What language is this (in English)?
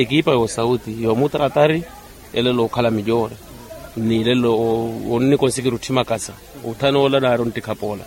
Makhuwa